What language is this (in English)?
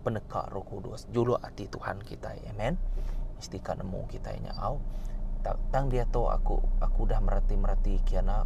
Iban